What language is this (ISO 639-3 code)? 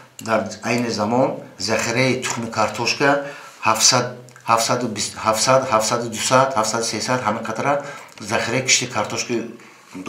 tgk